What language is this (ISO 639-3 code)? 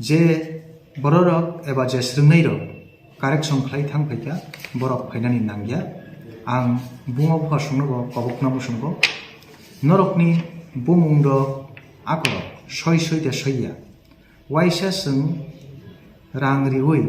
trp